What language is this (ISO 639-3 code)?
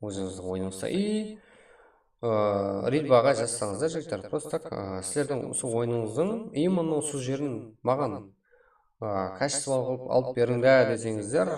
kaa